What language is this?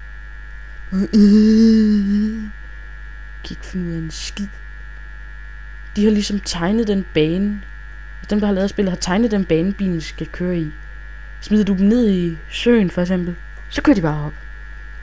Danish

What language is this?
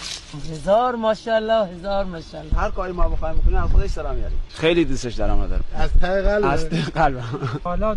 Persian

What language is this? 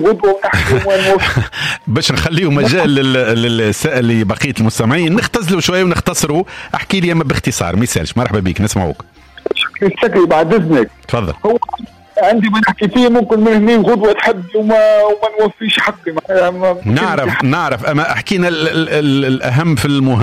Tunisian Arabic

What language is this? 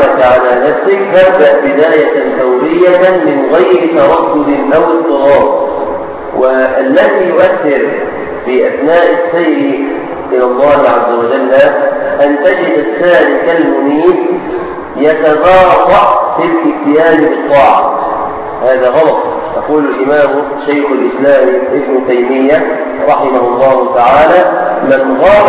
Arabic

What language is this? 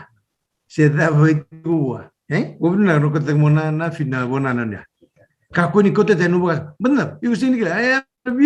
Fijian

